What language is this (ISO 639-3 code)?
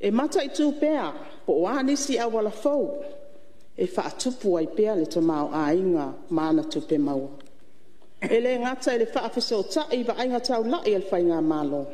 smo